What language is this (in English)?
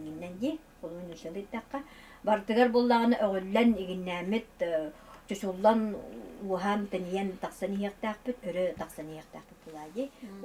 Yakut